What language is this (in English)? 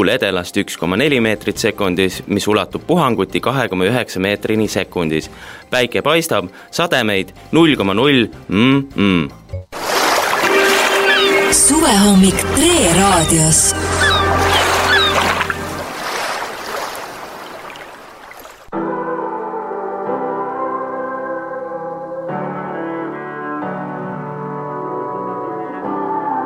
Estonian